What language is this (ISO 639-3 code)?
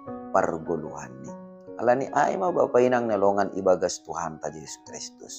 bts